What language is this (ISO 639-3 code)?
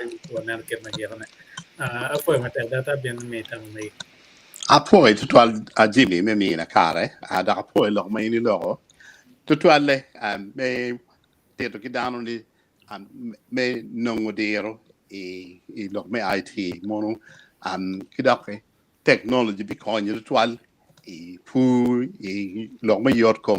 ach